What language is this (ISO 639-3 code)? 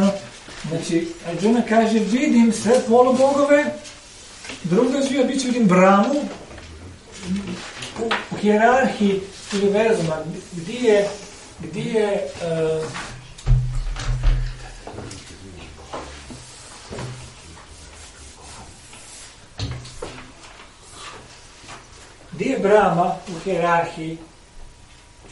hrv